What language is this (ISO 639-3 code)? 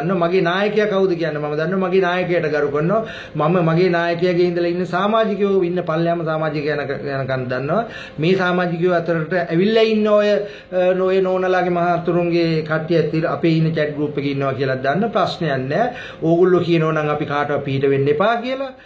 sin